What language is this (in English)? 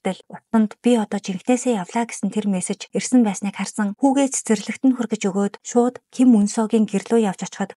Mongolian